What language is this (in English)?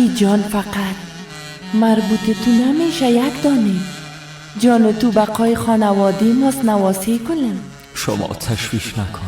Persian